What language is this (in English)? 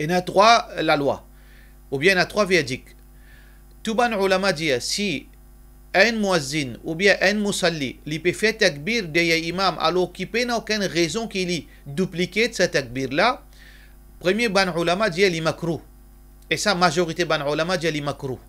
Morisyen